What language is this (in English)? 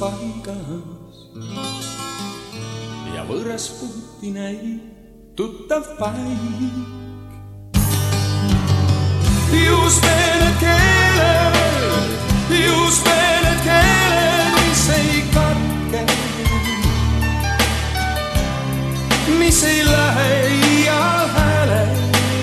Estonian